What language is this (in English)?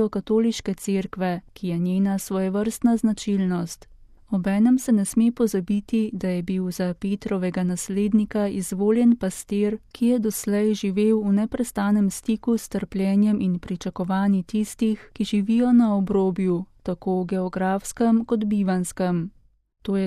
Slovenian